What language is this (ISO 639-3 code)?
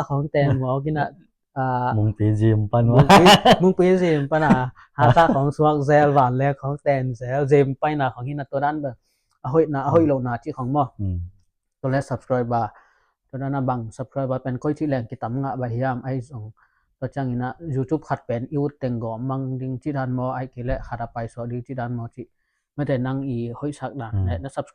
ctd